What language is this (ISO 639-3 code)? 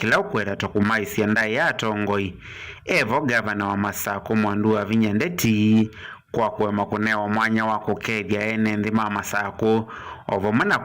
kam